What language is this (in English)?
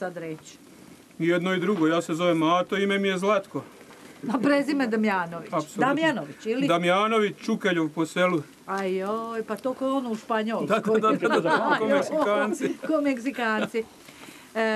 Croatian